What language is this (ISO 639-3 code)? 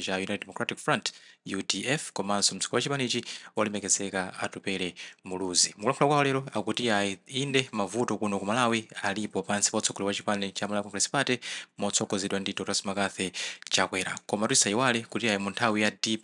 nya